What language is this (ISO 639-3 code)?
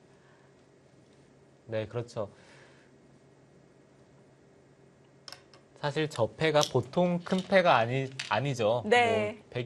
kor